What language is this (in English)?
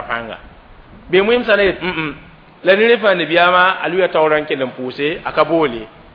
Mossi